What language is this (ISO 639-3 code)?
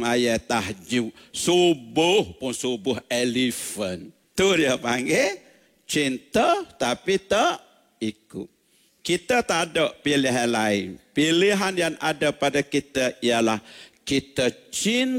msa